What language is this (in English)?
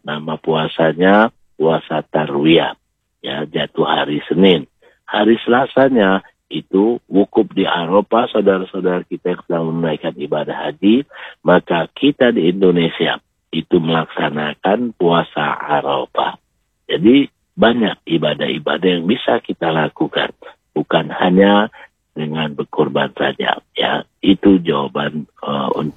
Indonesian